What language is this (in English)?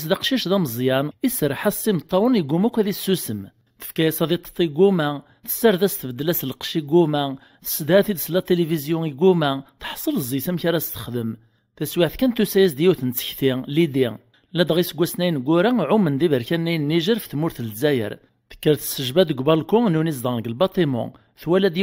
Kabyle